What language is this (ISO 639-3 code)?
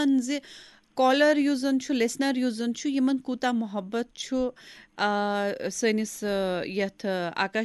kas